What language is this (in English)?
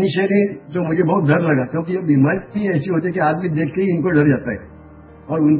Hindi